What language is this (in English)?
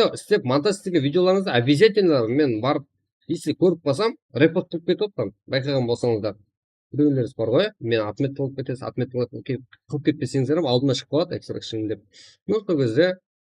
Kara-Kalpak